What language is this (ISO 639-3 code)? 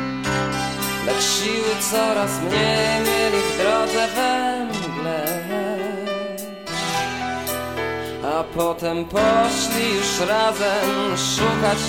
pol